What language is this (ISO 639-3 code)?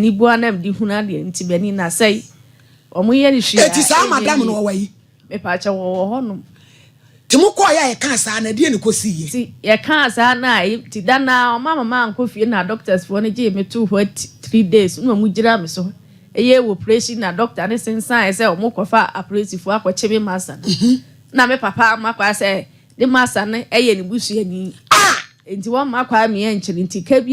aka